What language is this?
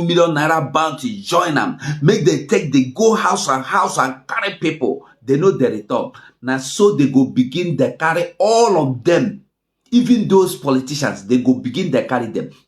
Nigerian Pidgin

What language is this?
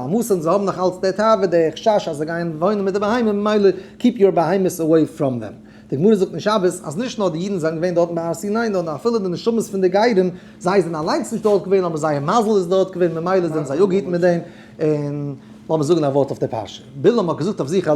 Yiddish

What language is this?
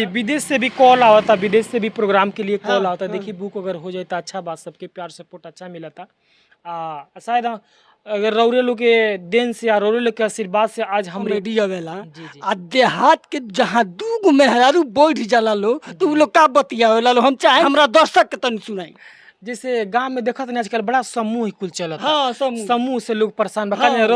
Bhojpuri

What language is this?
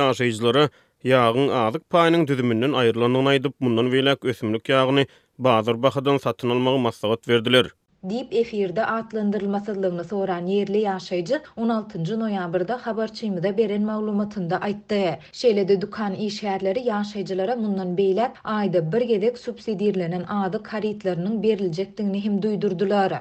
Turkmen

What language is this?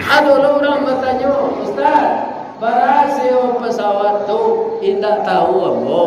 Minangkabau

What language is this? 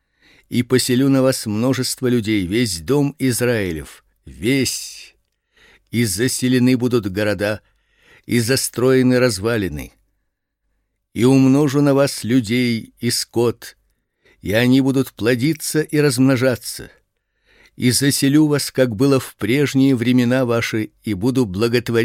Russian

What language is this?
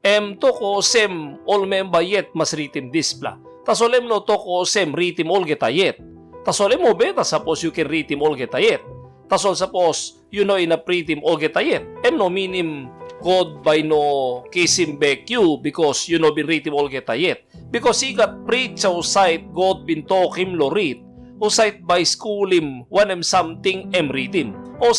Tok Pisin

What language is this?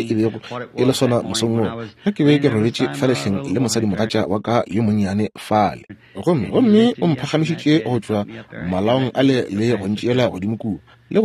Northern Sotho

